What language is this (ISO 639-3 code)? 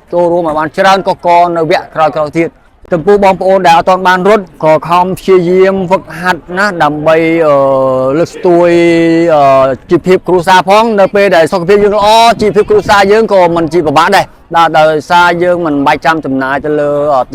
khm